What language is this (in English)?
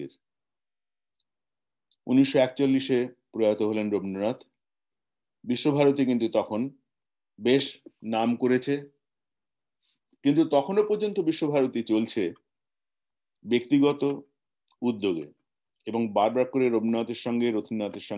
Bangla